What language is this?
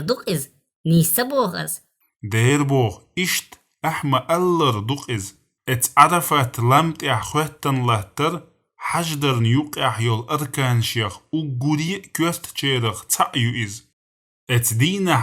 Chechen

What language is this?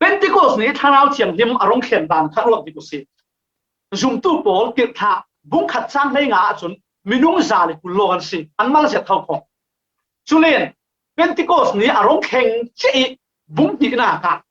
Falam Chin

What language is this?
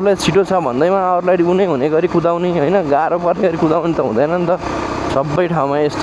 Nepali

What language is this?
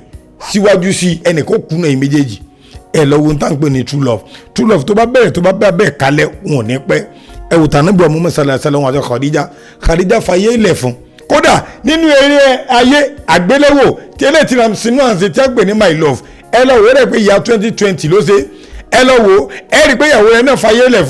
Yoruba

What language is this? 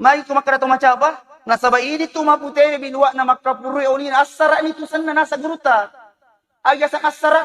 Buginese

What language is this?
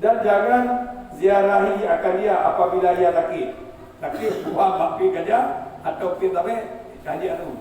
Achinese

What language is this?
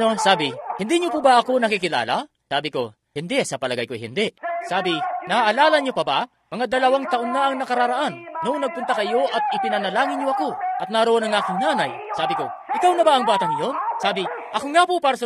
Filipino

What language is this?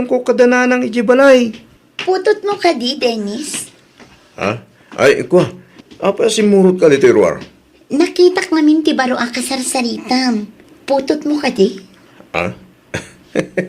Iloko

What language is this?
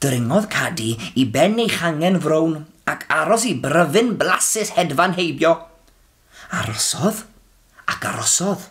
Welsh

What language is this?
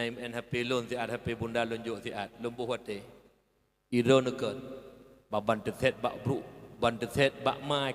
Achinese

